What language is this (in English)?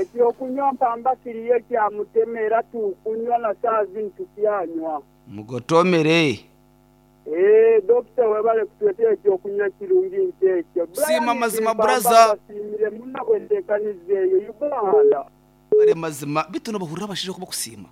Nyankole